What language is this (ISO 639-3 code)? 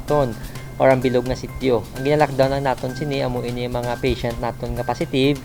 hil